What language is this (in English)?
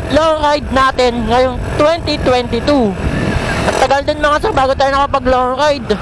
Filipino